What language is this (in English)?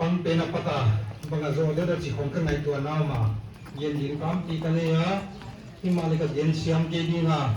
Paite Chin